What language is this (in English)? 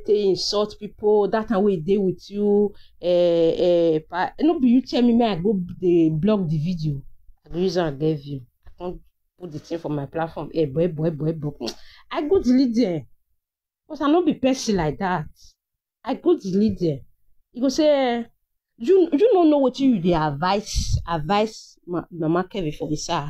Nigerian Pidgin